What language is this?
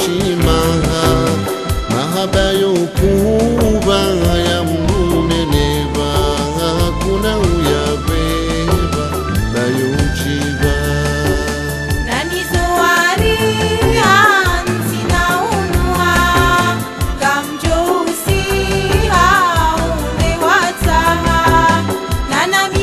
Swahili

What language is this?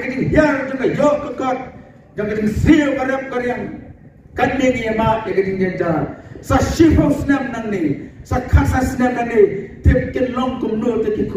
Khasi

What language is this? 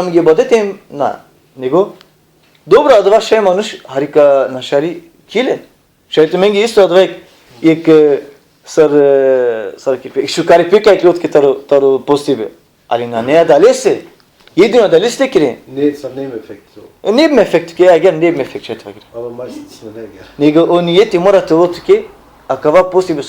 Balkan Romani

